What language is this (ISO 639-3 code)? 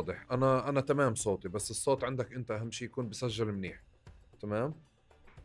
apc